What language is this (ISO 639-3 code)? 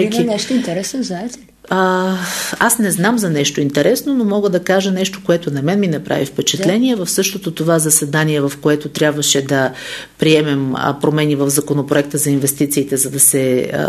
bul